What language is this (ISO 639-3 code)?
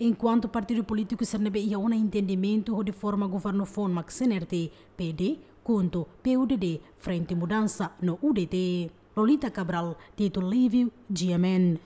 tet